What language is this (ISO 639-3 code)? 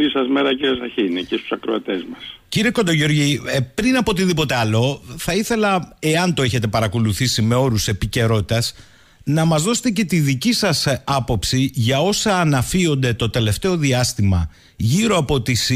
ell